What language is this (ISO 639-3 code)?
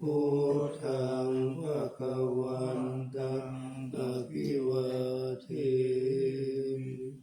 pli